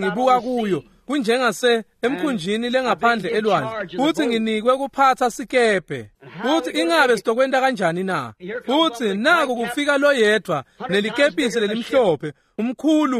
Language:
Swati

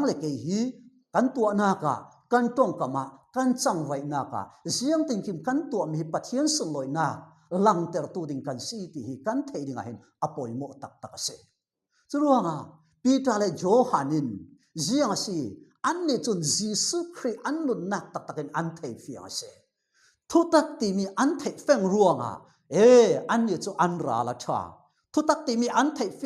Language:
Falam Chin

